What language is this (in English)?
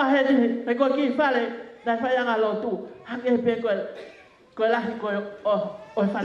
Tongan